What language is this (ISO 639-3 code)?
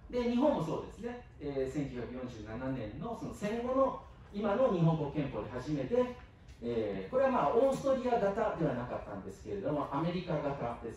jpn